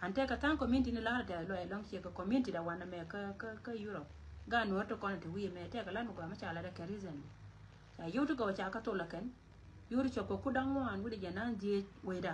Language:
Nuer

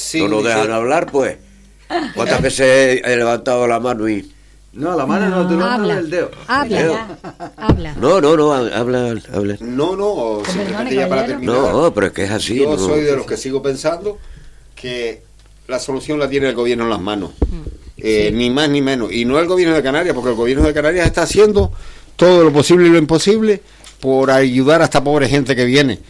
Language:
Spanish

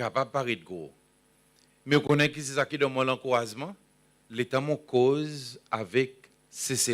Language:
Seselwa Creole French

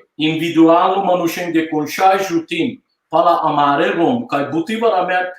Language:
Balkan Romani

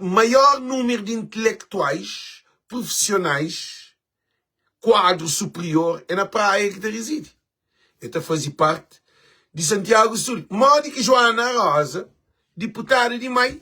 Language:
Kabuverdianu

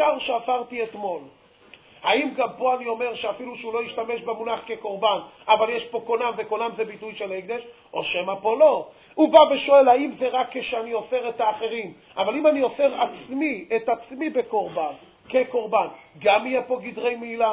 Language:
Hebrew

